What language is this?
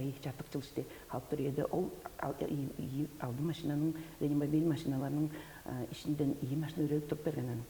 Tuvinian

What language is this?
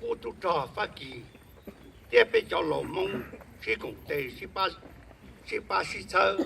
Hmong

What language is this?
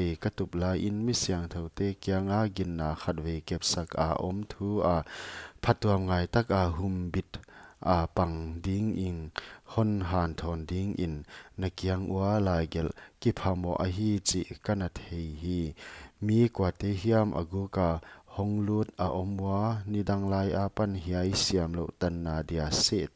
Paite Chin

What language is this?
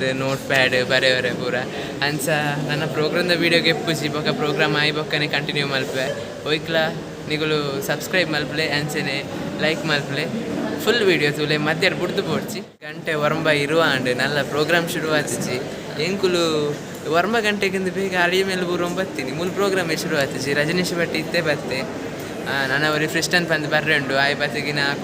Tulu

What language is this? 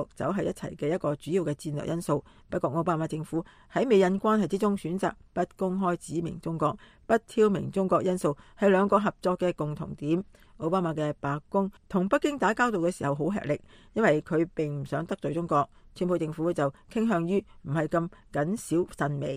Cantonese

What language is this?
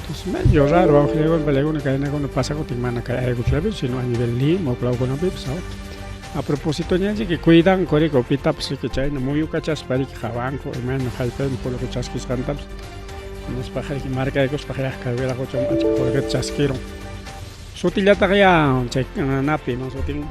Ayacucho Quechua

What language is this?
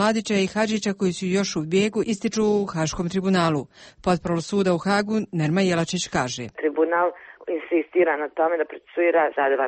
Croatian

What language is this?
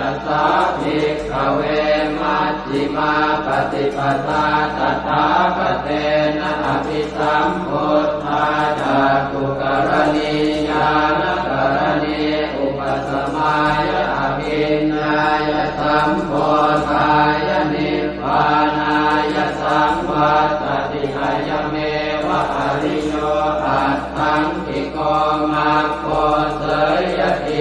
Pali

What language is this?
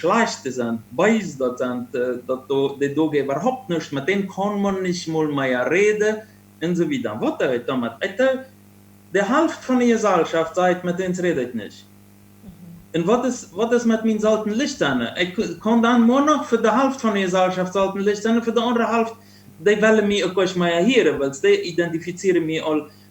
Plautdietsch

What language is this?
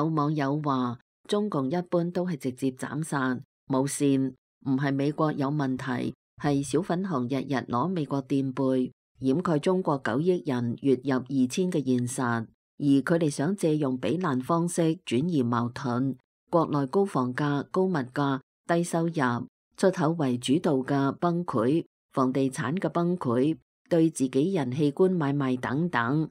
Cantonese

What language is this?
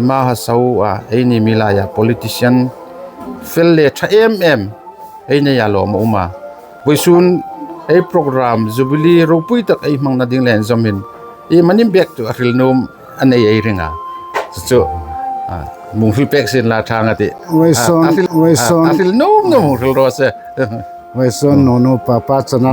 Hmar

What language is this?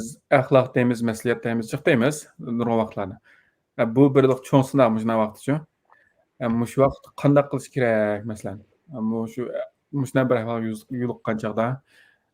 Uyghur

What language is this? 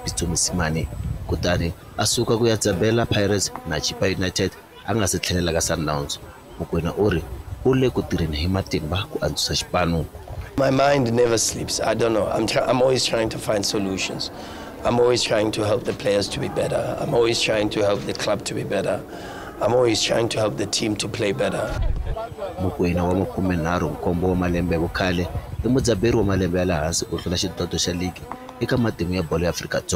Tsonga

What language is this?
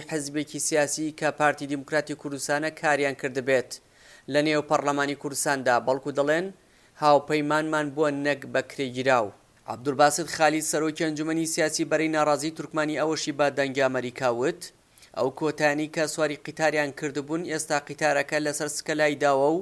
Central Kurdish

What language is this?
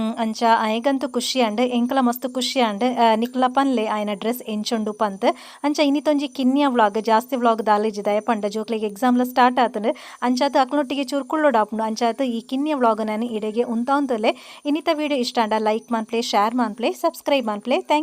Tulu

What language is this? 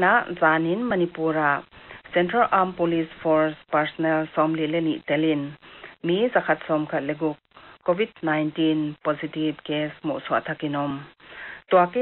Paite Chin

